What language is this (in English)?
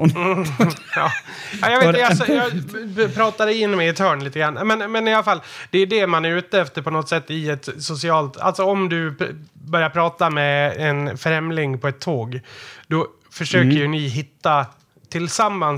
Swedish